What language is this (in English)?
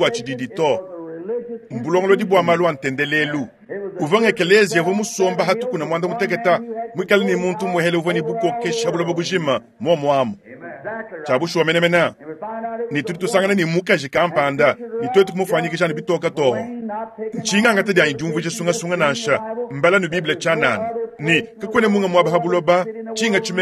Luba-Lulua